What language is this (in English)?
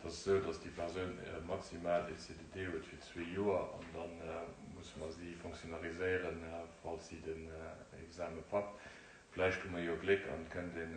Luxembourgish